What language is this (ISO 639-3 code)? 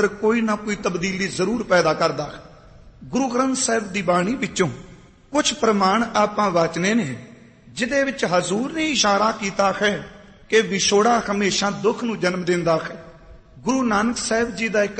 pan